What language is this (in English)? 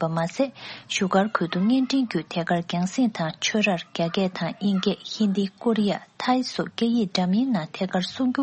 Tibetan